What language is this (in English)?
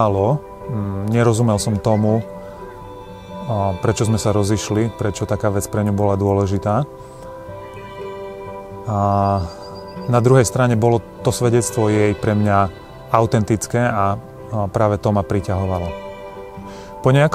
Slovak